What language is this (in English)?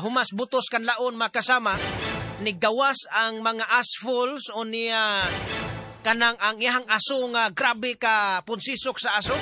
Cebuano